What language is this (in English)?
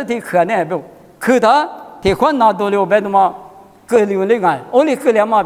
Lisu